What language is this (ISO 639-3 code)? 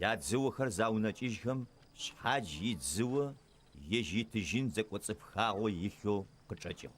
ady